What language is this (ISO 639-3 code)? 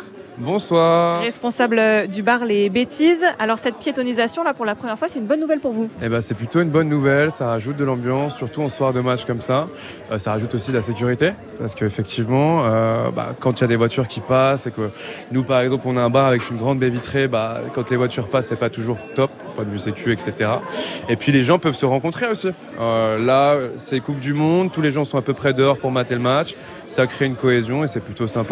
fra